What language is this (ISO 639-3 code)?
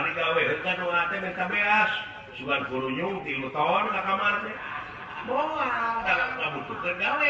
sun